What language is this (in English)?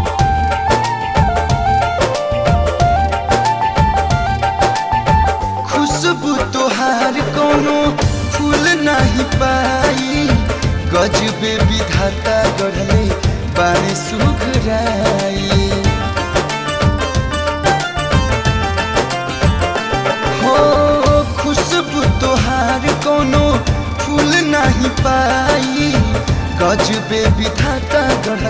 Bhojpuri